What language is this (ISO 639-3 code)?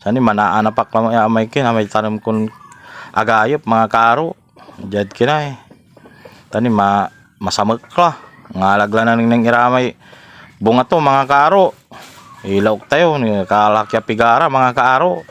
pag